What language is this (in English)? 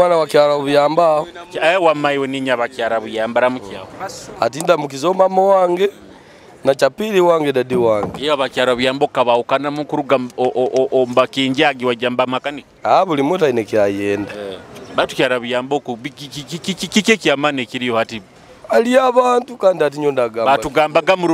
Nyoro